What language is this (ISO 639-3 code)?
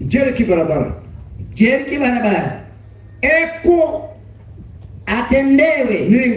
kik